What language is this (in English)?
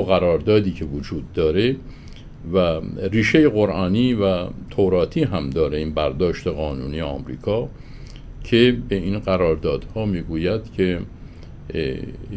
Persian